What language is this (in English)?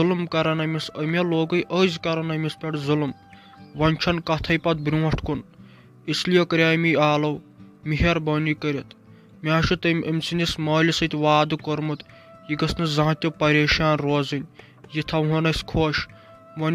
Kashmiri